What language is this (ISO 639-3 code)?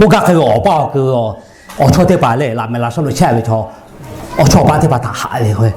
lhu